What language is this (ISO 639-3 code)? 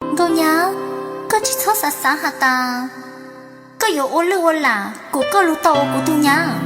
hmn